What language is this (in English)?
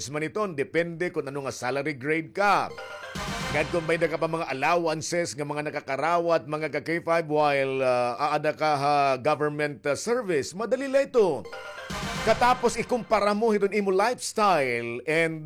Waray